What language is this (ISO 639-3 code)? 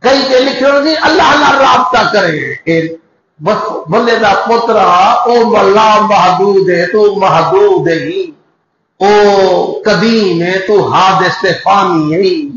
skr